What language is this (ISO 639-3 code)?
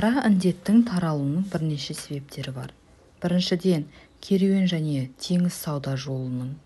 kaz